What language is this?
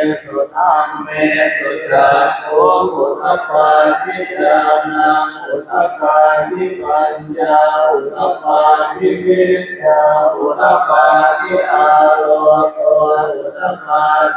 Pali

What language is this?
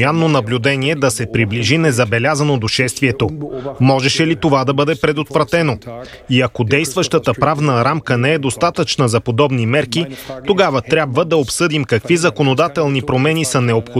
Bulgarian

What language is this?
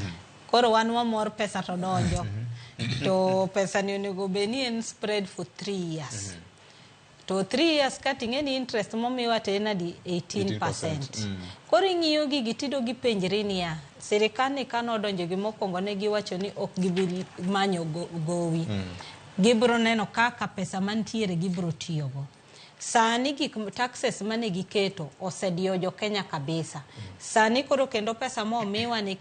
Luo (Kenya and Tanzania)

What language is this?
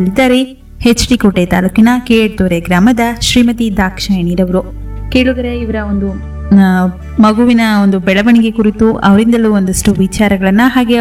Kannada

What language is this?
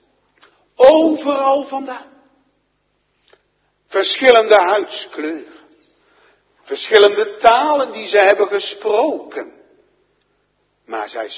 Dutch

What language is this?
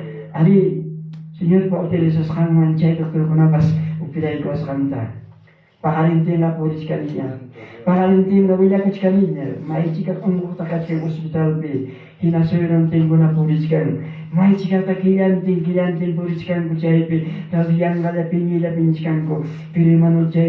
Ayacucho Quechua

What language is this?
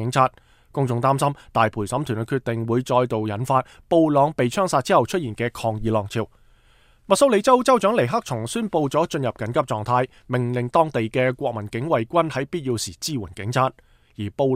Cantonese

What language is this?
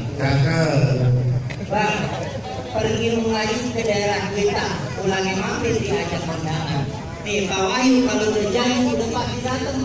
Betawi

